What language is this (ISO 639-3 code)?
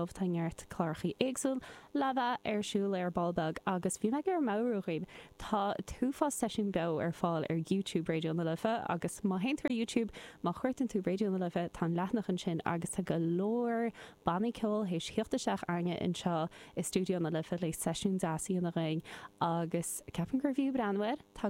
gle